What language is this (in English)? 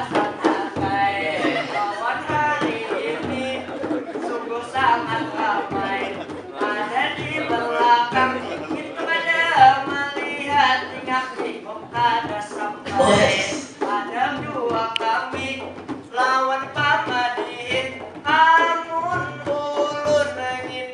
Banjar